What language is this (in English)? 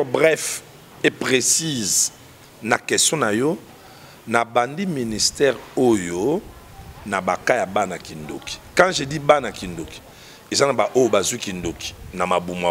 Lingala